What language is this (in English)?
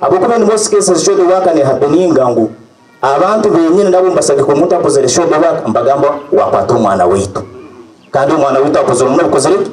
Nyankole